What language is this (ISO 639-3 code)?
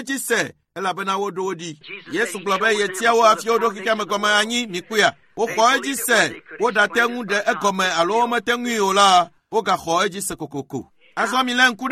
ewe